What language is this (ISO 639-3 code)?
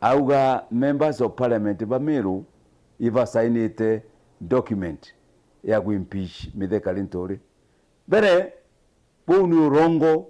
mer